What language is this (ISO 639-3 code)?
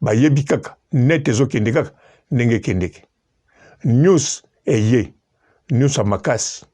lin